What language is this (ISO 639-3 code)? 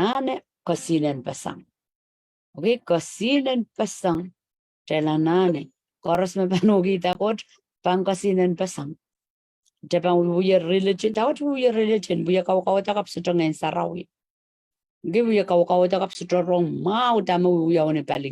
pon